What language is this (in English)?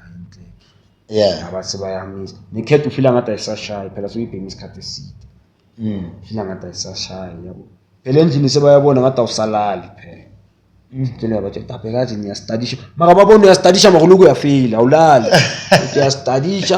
Zulu